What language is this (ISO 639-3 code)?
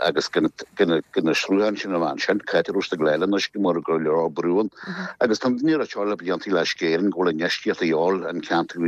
gle